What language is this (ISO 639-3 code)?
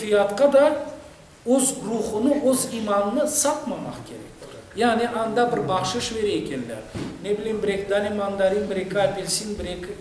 crh